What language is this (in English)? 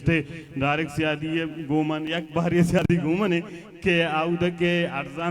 Baluchi